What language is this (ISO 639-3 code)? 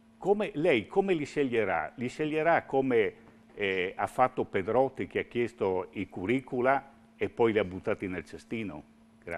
ita